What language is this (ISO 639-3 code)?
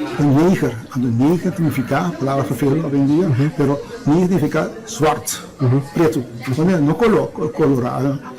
pap